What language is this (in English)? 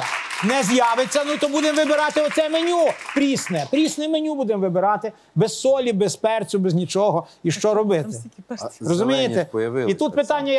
Ukrainian